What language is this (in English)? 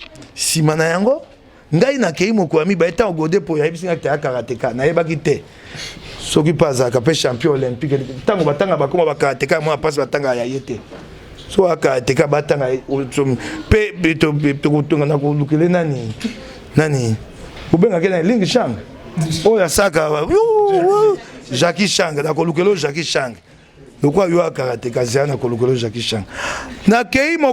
Lingala